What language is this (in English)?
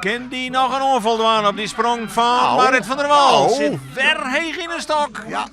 Western Frisian